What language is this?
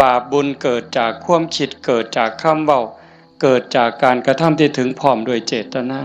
Northeastern Thai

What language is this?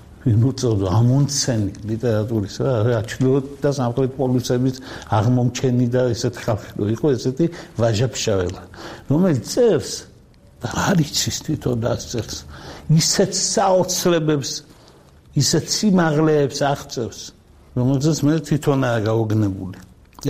Georgian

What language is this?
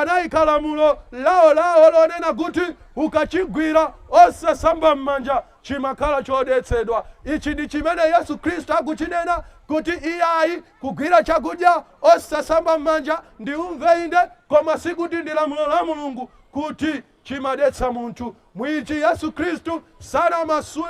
Nyanja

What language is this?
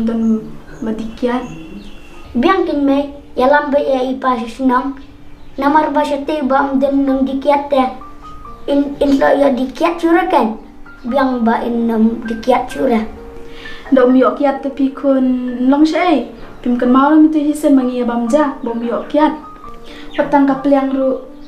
Khasi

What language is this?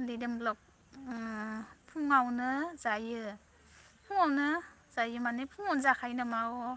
Bodo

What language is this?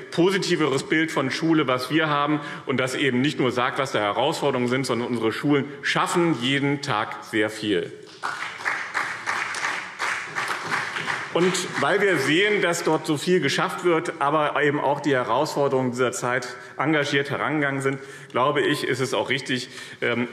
German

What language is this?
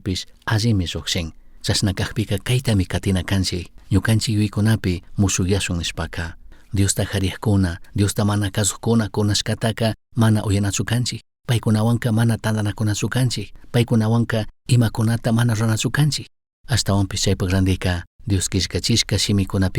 Chimborazo Highland Quichua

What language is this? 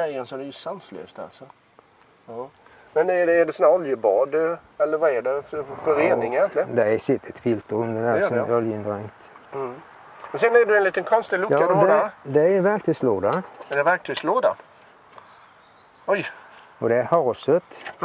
Swedish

